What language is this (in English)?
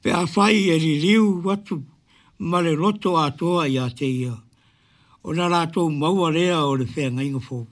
Samoan